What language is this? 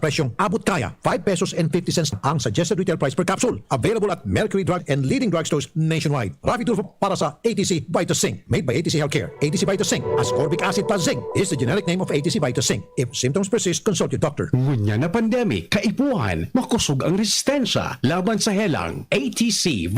Bikol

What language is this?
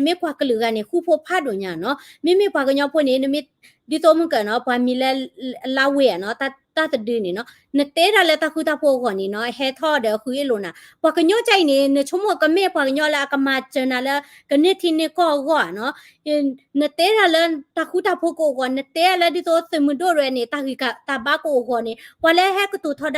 S'gaw Karen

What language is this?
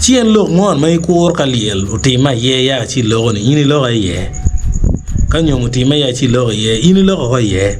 Acoli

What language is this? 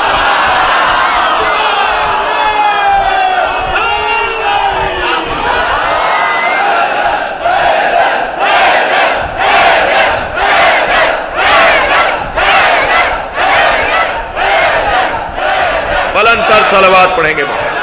Urdu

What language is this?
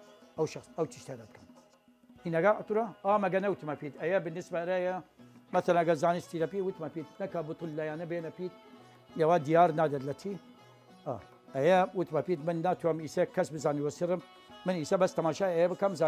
Southern Kurdish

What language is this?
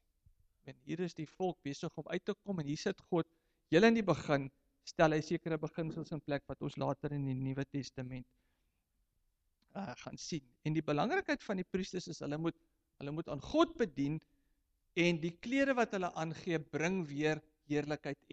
Afrikaans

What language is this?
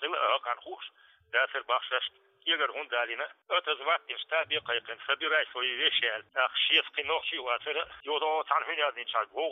Chechen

